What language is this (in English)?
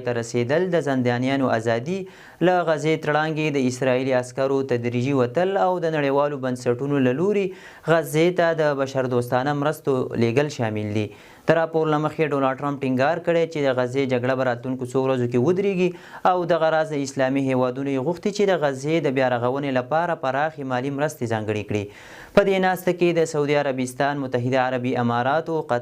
Pashto